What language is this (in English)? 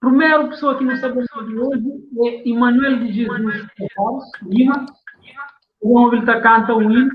Kabuverdianu